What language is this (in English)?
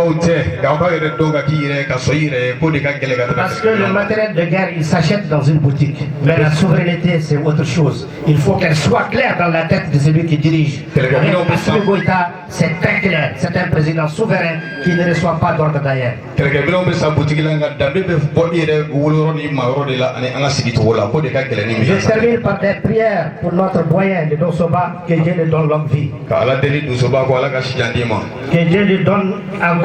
Bambara